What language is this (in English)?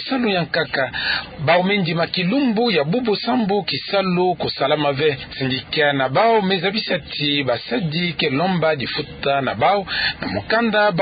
Kituba (Democratic Republic of Congo)